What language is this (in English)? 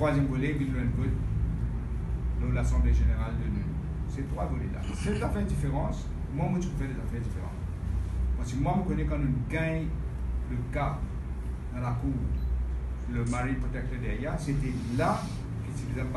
Morisyen